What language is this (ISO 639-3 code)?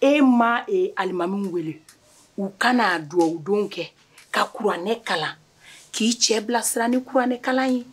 bam